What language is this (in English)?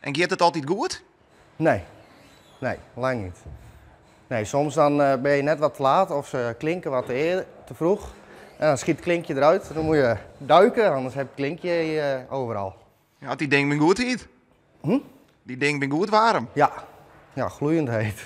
Western Frisian